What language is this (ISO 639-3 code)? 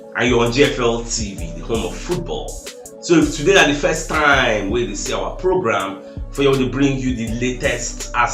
pcm